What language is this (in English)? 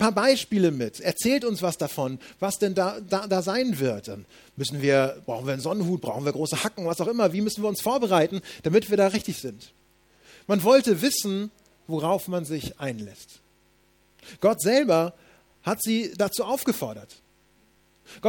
German